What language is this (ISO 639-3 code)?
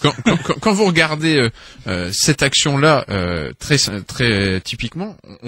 fra